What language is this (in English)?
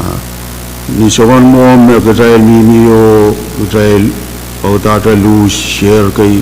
Pohnpeian